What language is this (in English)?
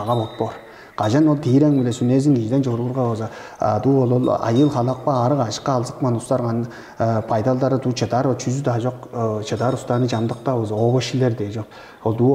Tuvinian